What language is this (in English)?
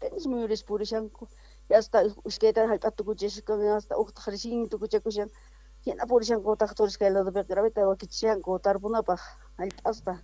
South Bolivian Quechua